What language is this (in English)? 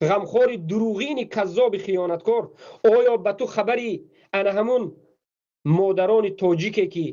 Tajik